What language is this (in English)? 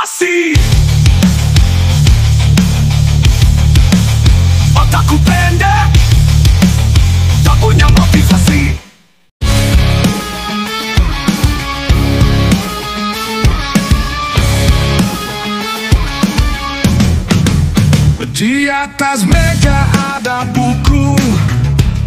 Indonesian